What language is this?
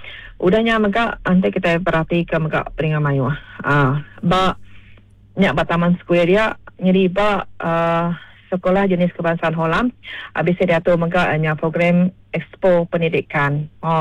Iban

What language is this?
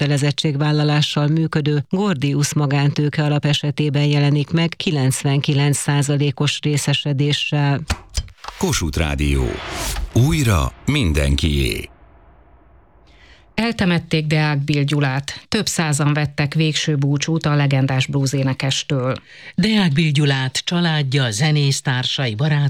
Hungarian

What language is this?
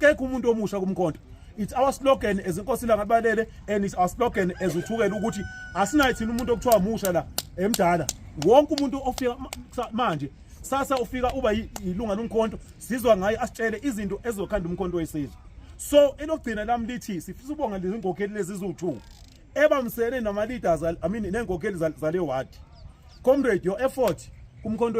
Zulu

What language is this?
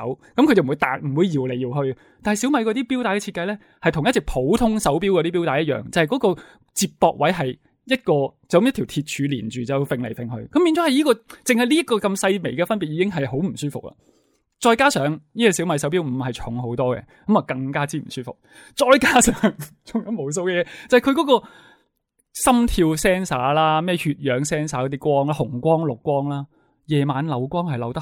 Cantonese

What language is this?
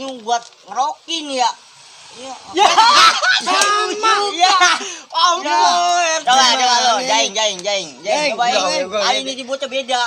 Betawi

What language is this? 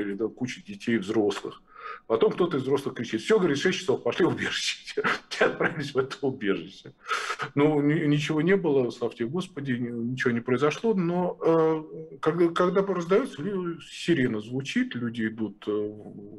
Russian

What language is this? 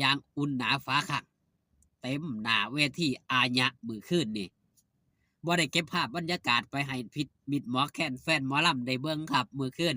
Lao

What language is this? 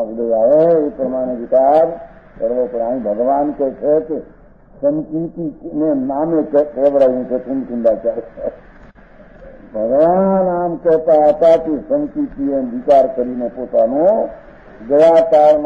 Gujarati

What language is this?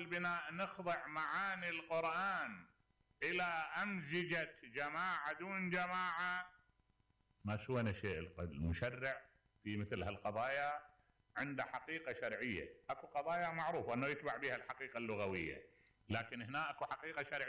Mesopotamian Arabic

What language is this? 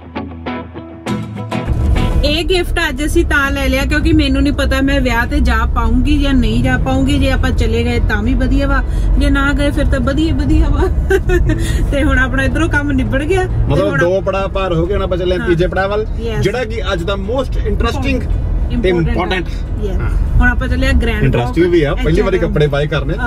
Punjabi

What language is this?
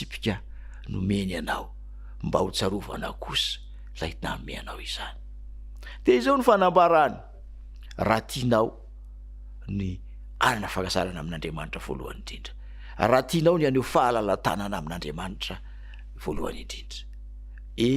Malagasy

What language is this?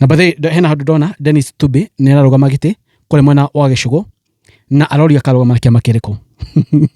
Kikuyu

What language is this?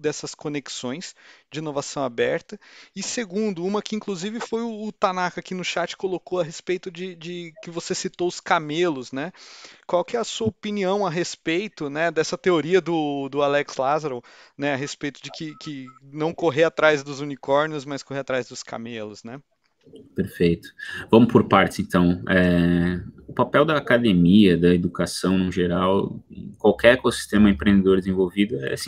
Portuguese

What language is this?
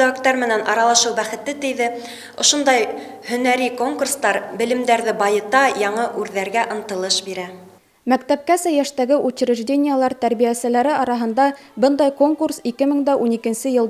Bashkir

